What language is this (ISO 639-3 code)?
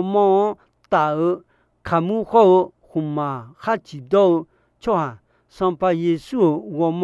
ahk